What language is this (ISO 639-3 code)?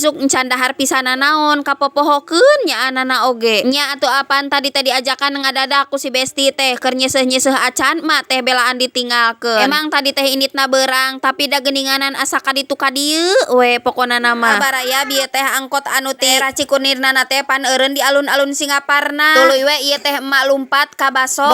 sun